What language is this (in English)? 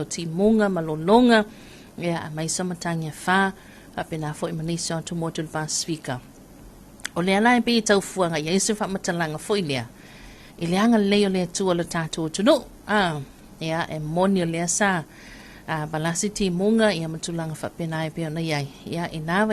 Samoan